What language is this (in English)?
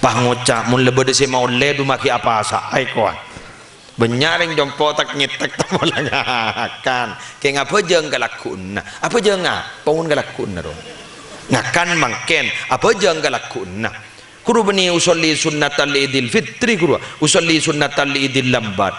Madurese